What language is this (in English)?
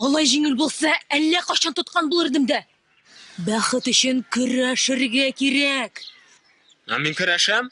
Tatar